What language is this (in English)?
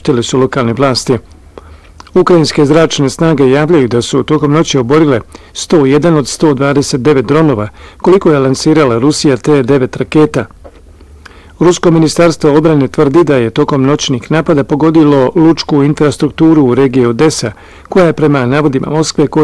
Bosnian